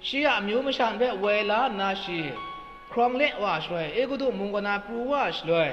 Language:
Kachin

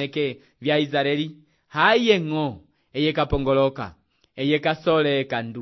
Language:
Umbundu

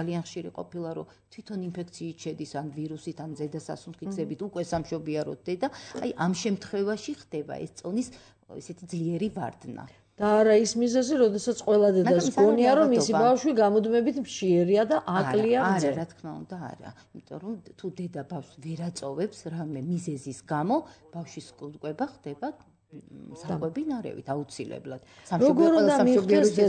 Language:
Georgian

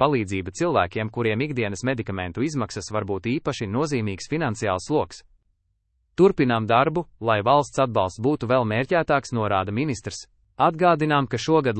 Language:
Latvian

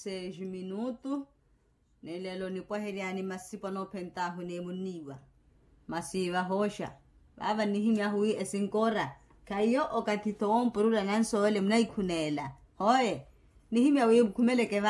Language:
Makhuwa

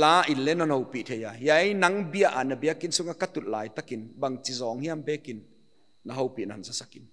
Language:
Paite Chin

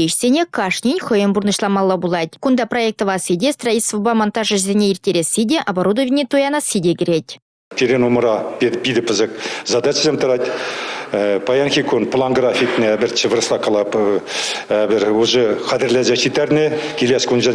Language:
Chuvash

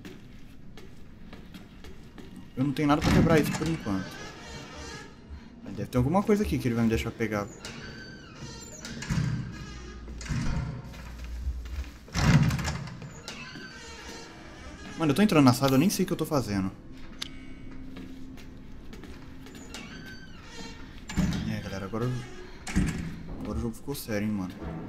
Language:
Portuguese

